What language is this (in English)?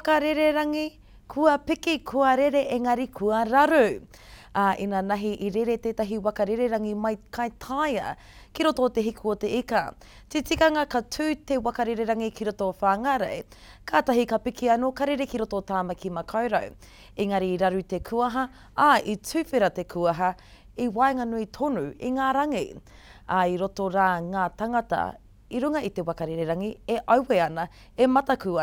Māori